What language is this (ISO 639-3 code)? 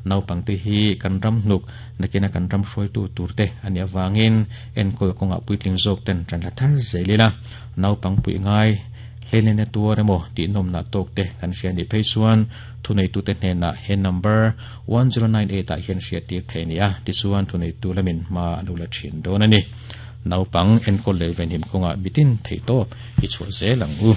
lus